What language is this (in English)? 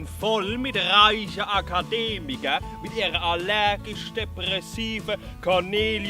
Palatine German